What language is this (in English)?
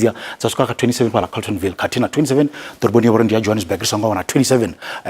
Venda